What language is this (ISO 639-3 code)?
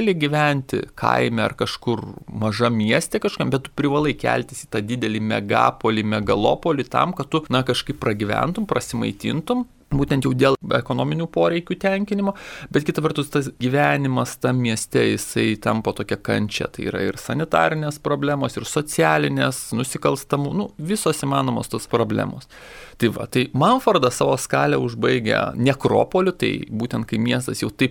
lit